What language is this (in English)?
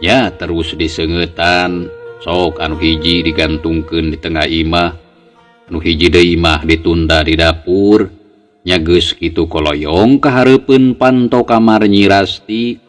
Sundanese